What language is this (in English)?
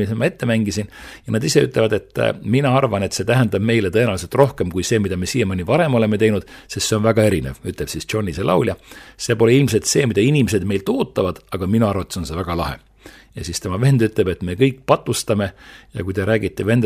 Estonian